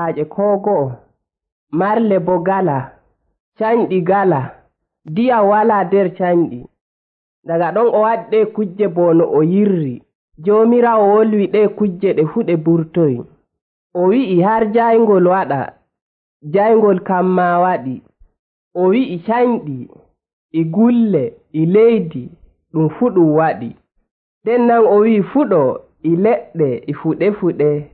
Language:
Nigerian Fulfulde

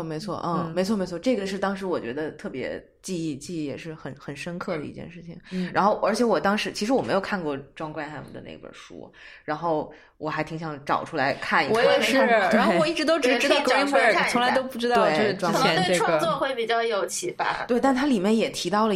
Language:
Chinese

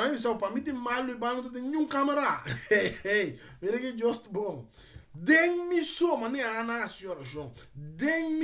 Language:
Papiamento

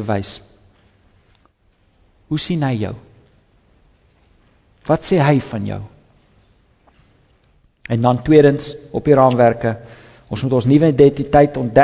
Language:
Afrikaans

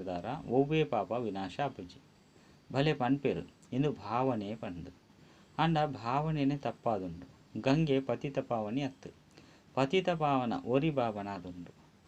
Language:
Tulu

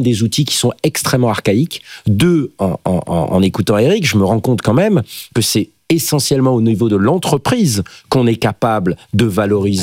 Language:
French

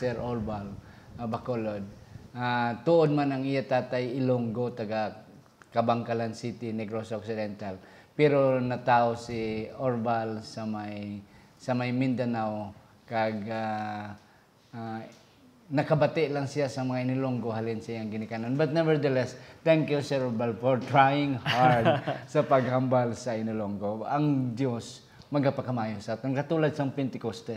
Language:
Hiligaynon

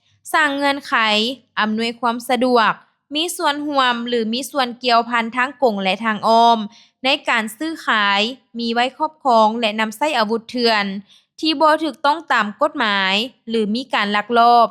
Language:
Lao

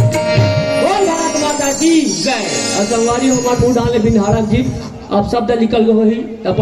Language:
Chhattisgarhi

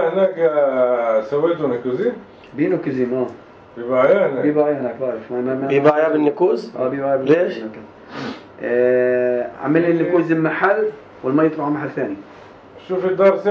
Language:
North Levantine Arabic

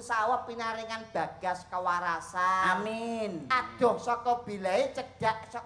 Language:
Javanese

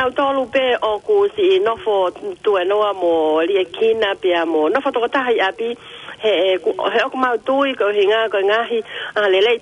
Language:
Tongan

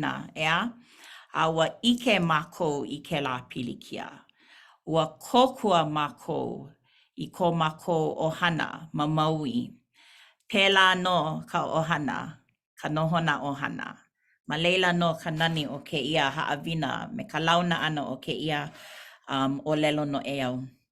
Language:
Hawaiian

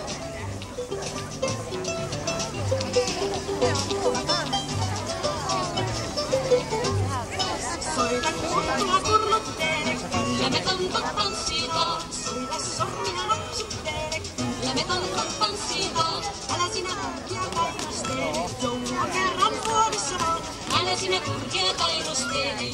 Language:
Finnish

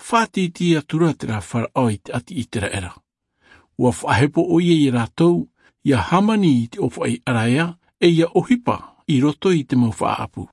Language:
Tahitian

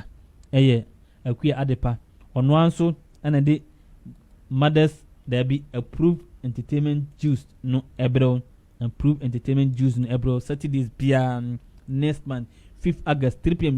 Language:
Akan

